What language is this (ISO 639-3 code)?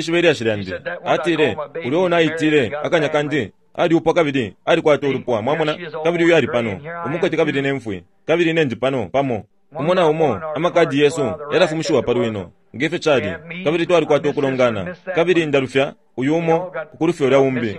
bem